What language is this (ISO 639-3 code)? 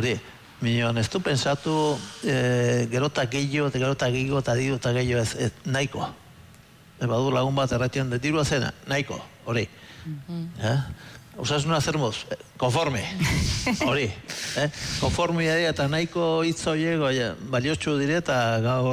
eus